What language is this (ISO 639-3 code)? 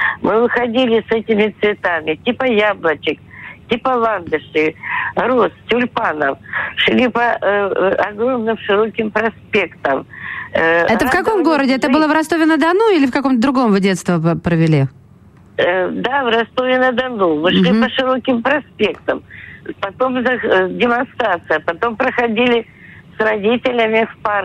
rus